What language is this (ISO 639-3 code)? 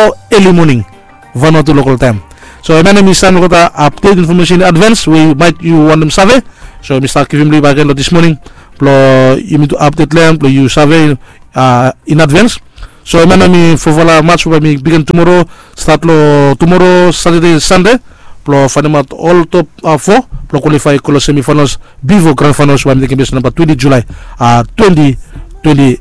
bis